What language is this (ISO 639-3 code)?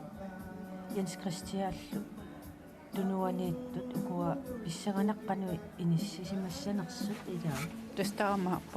kal